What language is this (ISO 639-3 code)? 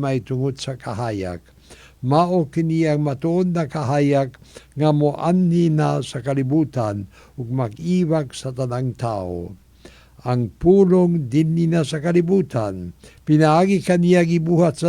ceb